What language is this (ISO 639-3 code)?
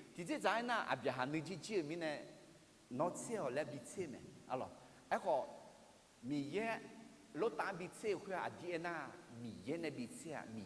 ahk